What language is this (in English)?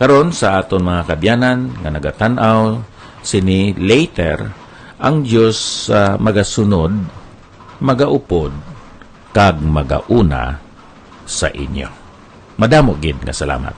Hiligaynon